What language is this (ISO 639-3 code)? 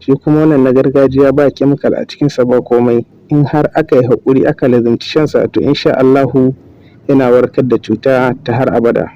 hau